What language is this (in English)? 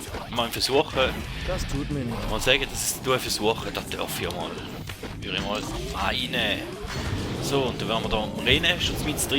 Swiss German